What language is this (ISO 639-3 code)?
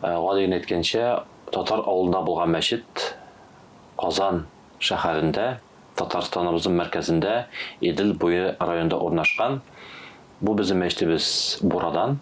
tat